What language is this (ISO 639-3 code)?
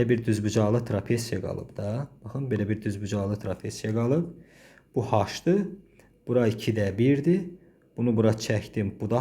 aze